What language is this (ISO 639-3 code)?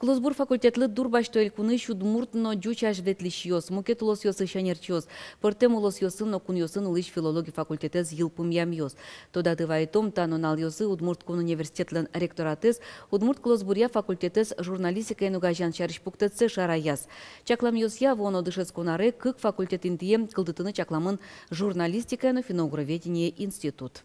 udm